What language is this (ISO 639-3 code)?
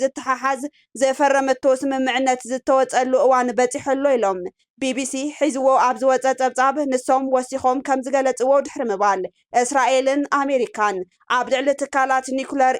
tir